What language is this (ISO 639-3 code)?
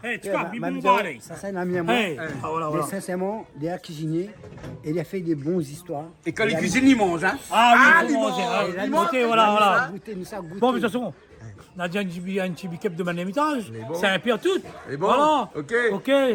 rcf